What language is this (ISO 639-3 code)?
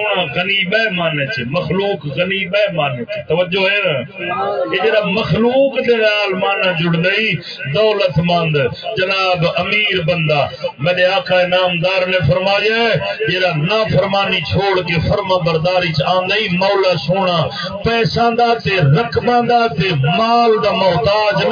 skr